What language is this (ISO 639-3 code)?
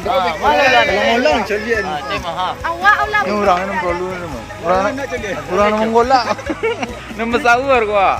min